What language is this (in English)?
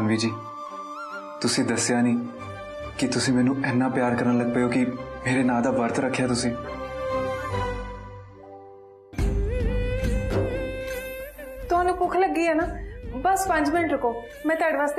Punjabi